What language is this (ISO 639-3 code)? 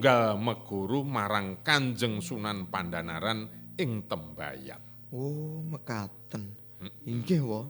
jav